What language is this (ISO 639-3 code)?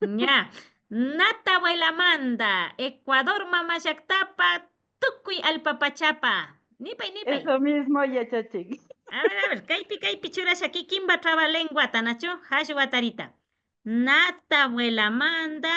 qvi